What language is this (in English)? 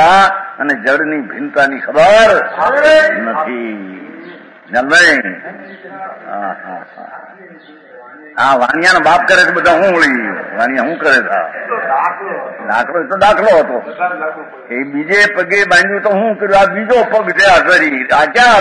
Gujarati